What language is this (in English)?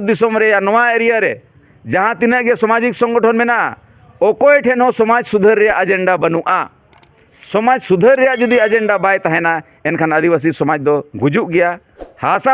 Santali